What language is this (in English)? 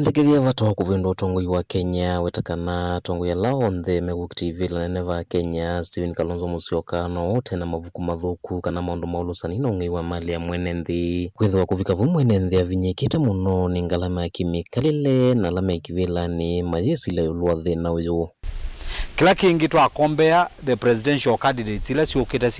Kamba